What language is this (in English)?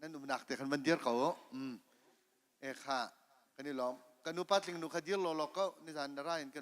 Hakha Chin